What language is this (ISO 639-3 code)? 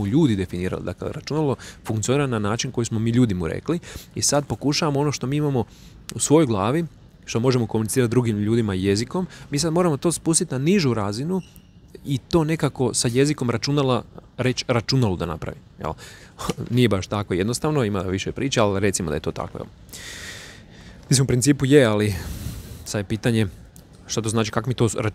hrv